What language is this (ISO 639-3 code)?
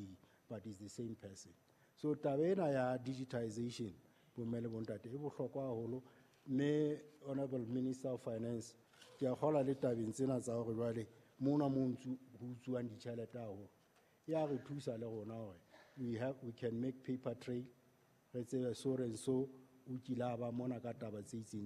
sot